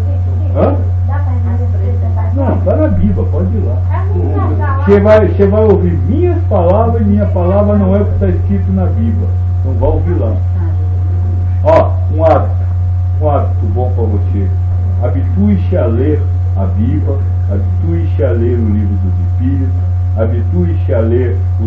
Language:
Portuguese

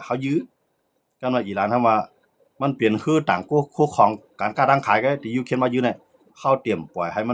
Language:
Shan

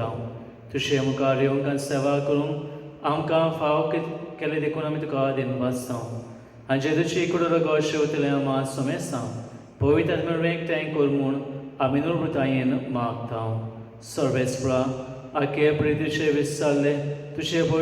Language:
Konkani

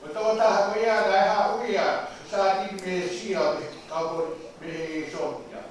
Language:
Tongan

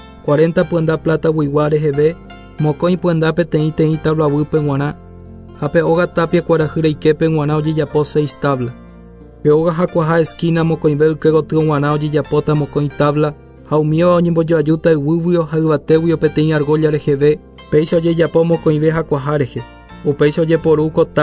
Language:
Guarani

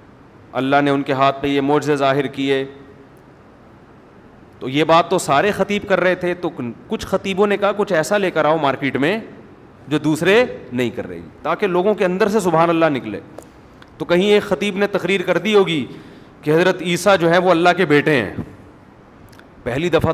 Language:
Urdu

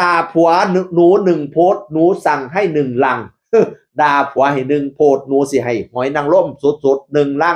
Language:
Northeastern Thai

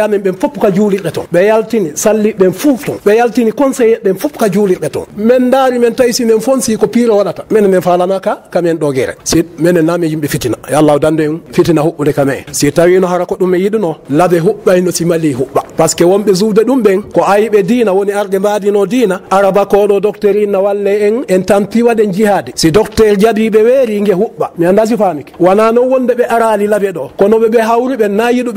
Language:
Fula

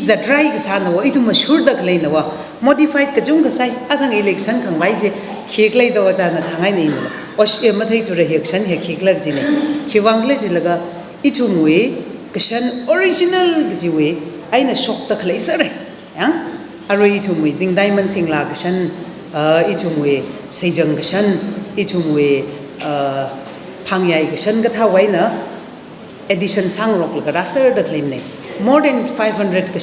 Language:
Tangkhul Naga (India)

